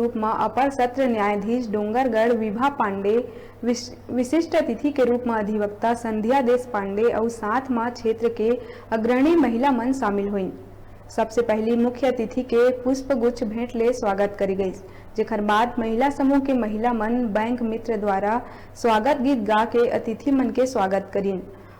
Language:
Chhattisgarhi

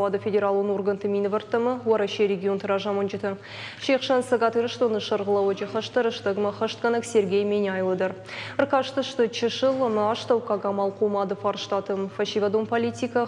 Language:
Ossetic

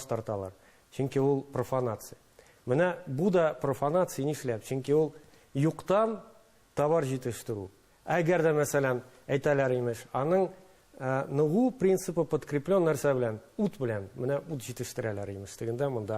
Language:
Tatar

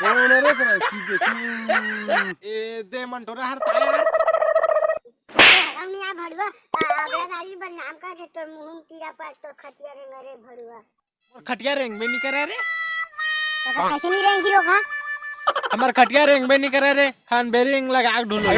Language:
Chhattisgarhi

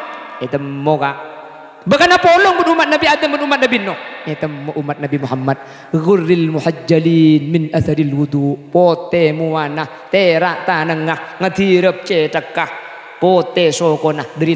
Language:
Madurese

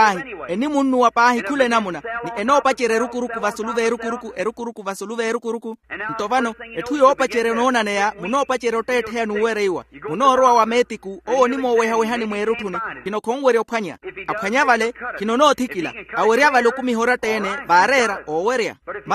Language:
Makhuwa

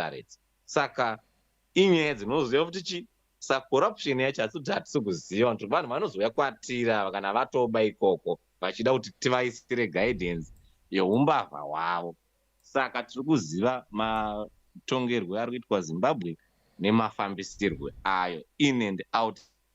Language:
Shona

